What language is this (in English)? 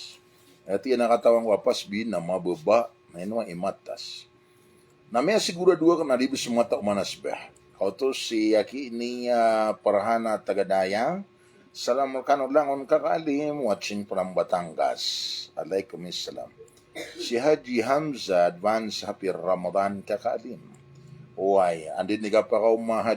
Maranao